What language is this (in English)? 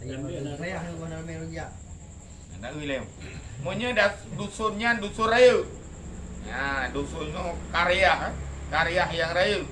Achinese